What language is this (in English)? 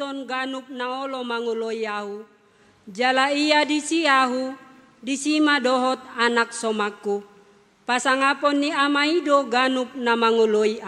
Batak Toba